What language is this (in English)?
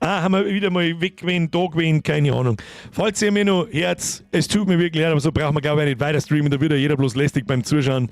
Bavarian